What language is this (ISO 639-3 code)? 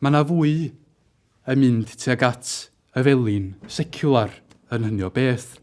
cym